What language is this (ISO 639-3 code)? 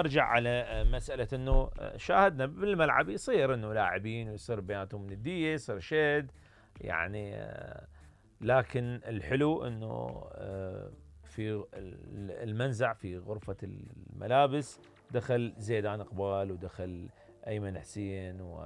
acm